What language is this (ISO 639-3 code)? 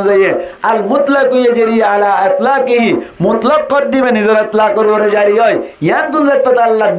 rhg